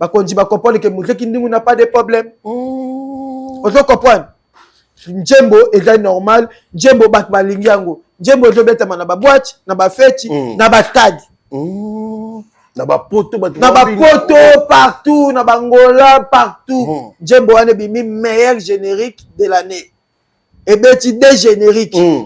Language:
Lingala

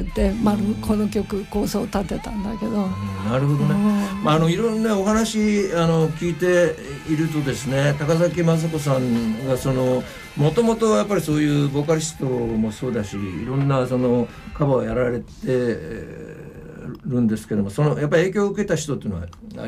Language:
Japanese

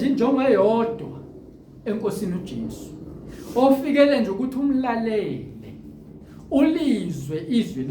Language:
Zulu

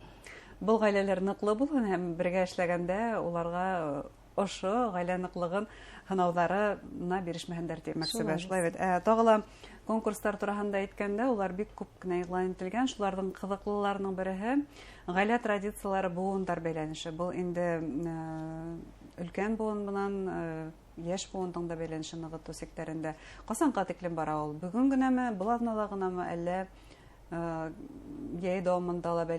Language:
Bashkir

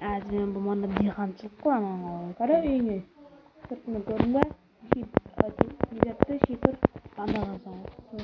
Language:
Kara-Kalpak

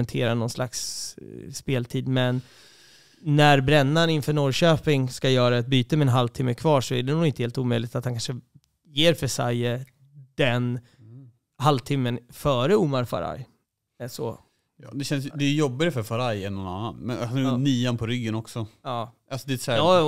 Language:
Swedish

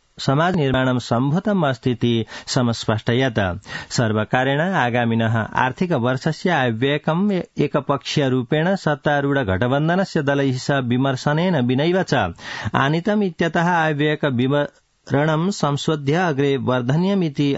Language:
Sanskrit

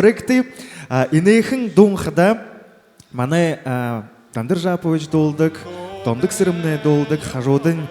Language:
Buriat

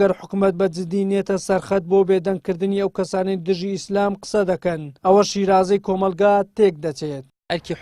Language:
Central Kurdish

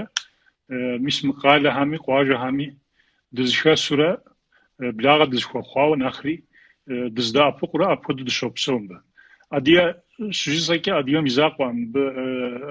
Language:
Kabardian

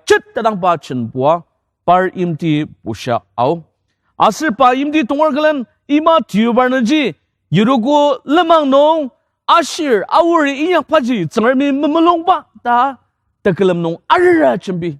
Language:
Ao Naga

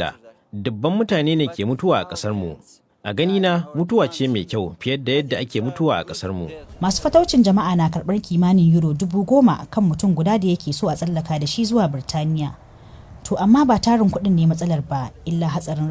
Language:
Hausa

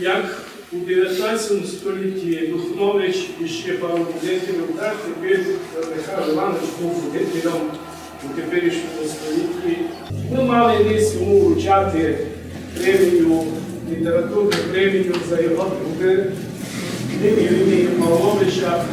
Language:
Rusyn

